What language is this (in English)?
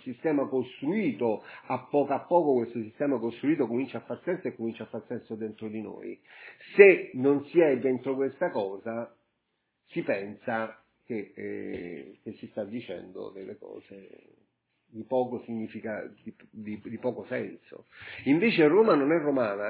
Italian